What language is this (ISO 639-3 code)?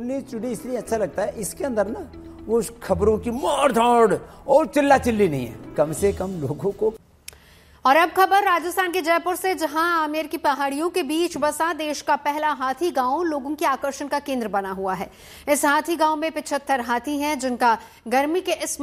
hin